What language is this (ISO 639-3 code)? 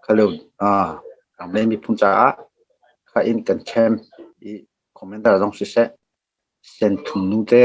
cnh